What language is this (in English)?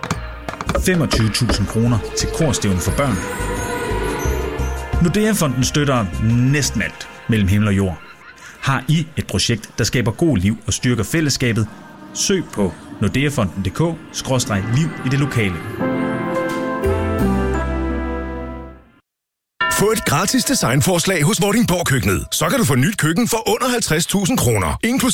Danish